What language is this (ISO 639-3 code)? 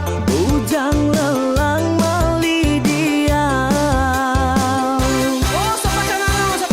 iba